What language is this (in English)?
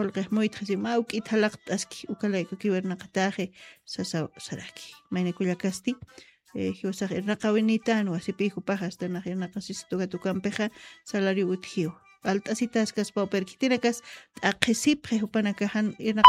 Aymara